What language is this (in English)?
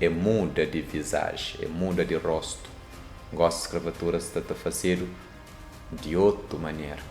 Kabuverdianu